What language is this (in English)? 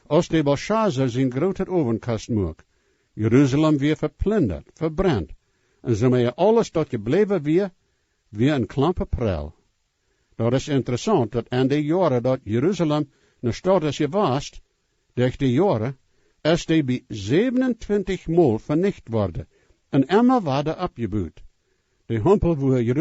Plautdietsch